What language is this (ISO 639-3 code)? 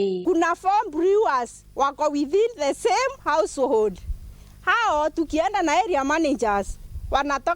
mer